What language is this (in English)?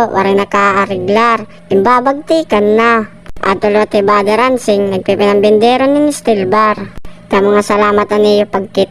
Waray